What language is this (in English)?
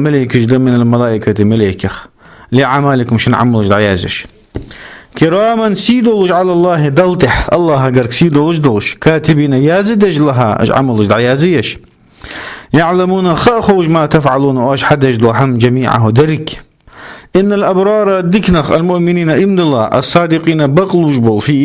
Ingush